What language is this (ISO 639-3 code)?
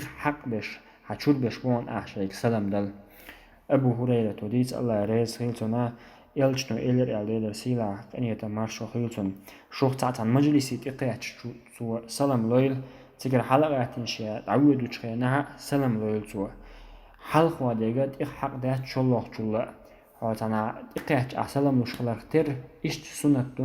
che